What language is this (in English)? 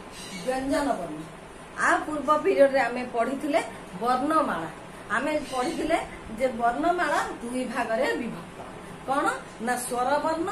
Odia